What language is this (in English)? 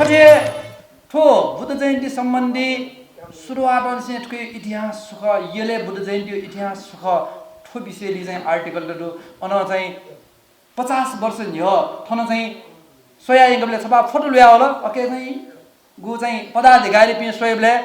Newari